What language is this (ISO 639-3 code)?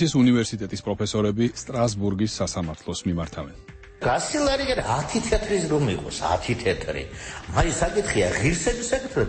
kat